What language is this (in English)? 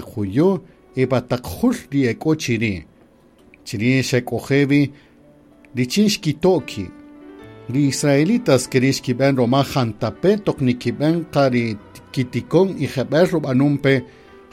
Kaqchikel